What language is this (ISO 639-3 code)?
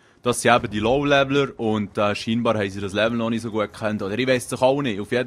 gsw